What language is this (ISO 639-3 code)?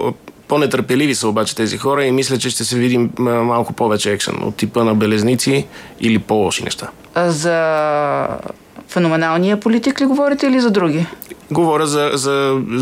bul